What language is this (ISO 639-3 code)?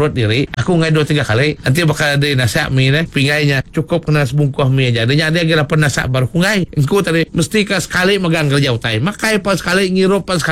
iba